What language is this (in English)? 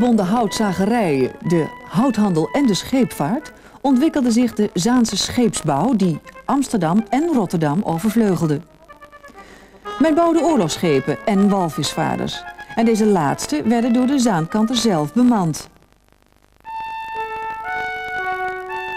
Dutch